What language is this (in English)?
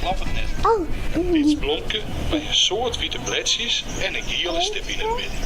Western Frisian